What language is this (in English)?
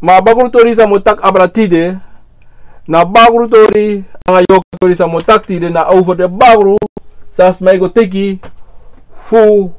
Sranan Tongo